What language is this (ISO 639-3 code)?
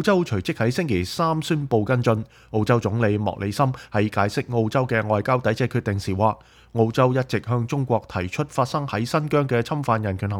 yue